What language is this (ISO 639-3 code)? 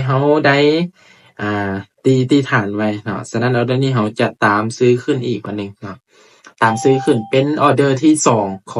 lao